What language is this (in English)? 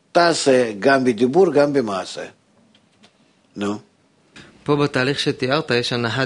Hebrew